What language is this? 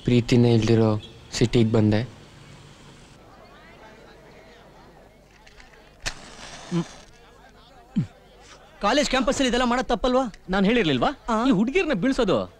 Kannada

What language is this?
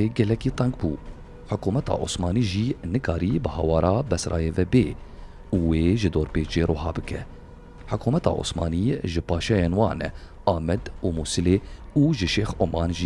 Kurdish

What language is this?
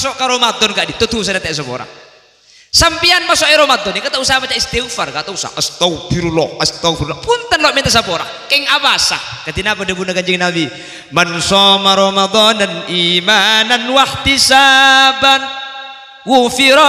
Madurese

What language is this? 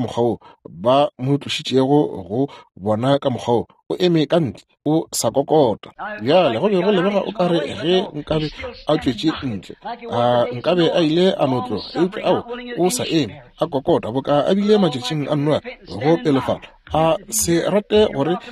Northern Sotho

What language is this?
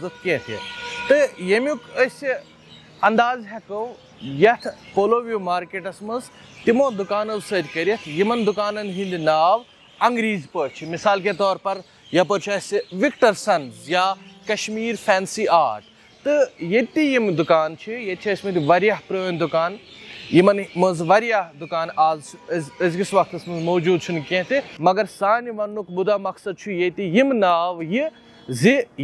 Kashmiri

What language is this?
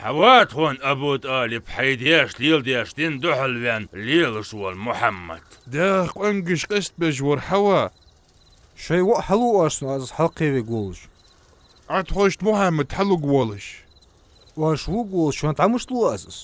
Ingush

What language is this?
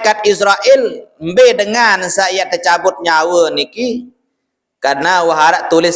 Sasak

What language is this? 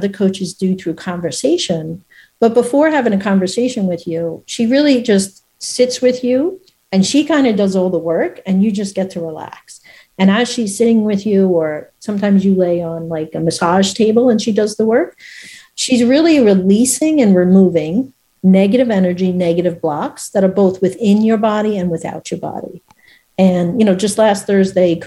English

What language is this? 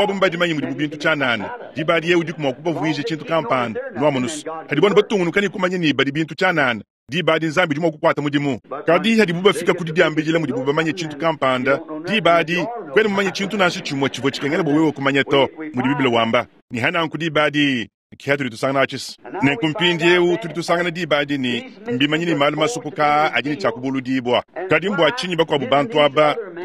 Luba-Lulua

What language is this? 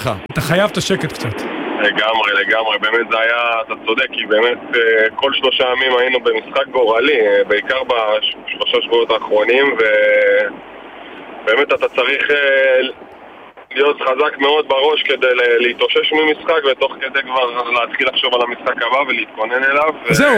Hebrew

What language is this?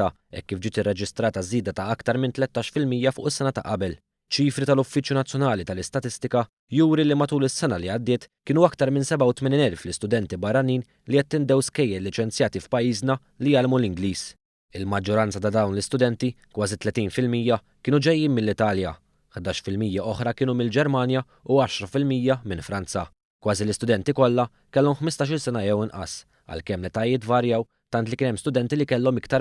Maltese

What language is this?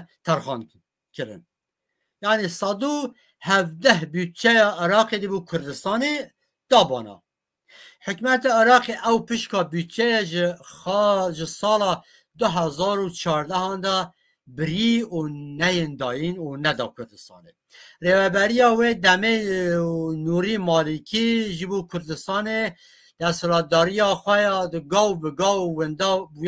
Kurdish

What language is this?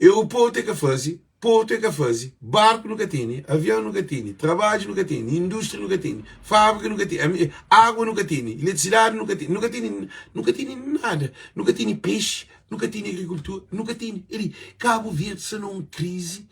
Kabuverdianu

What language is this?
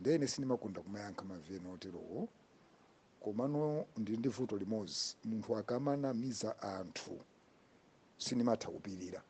Nyanja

